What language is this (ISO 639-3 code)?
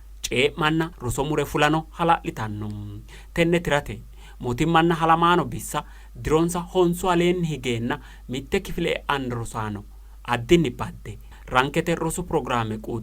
sid